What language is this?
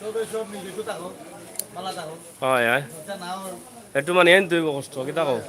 Sylheti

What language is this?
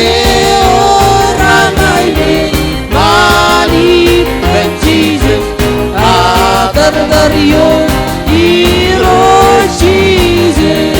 Marshallese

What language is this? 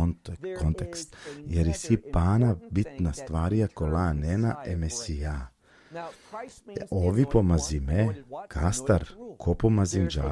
Balkan Romani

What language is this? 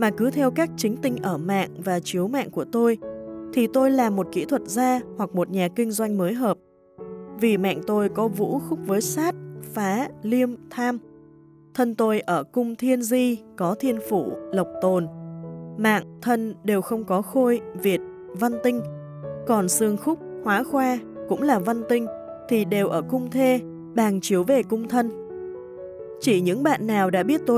Vietnamese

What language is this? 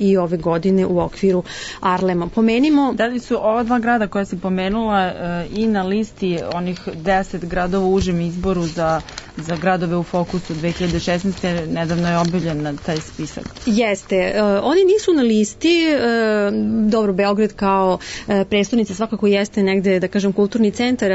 Serbian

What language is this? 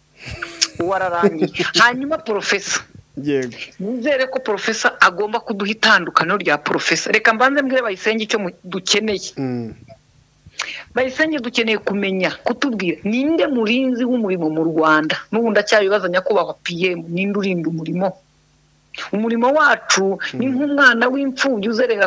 Kinyarwanda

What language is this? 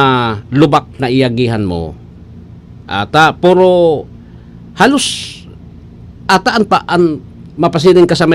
Bikol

